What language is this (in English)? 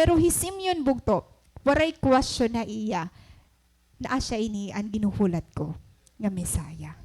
Waray